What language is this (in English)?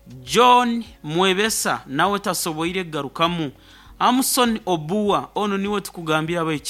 Nyoro